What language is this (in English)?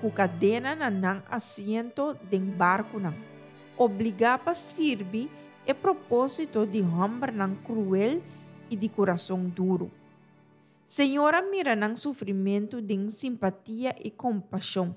Papiamento